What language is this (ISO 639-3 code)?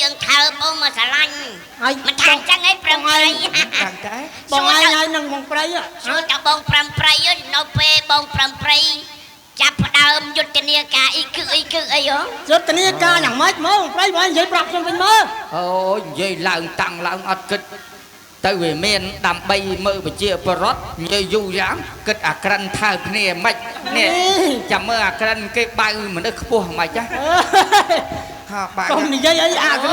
khm